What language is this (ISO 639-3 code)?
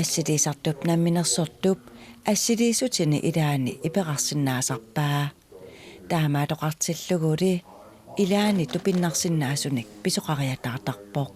kal